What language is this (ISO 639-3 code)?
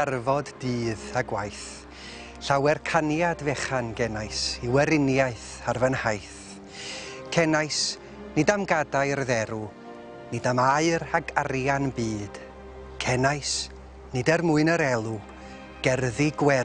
cym